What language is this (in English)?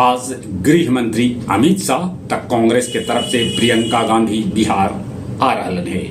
Magahi